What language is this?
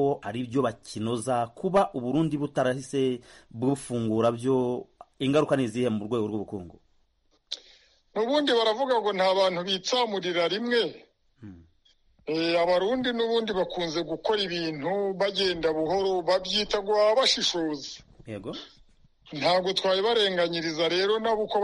Kinyarwanda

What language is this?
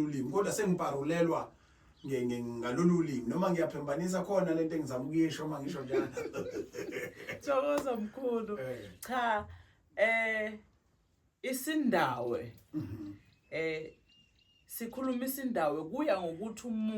Zulu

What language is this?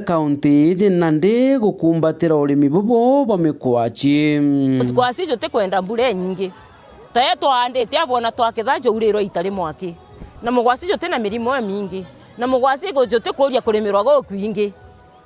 Meru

